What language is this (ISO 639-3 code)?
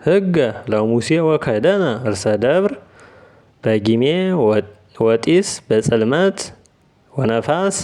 amh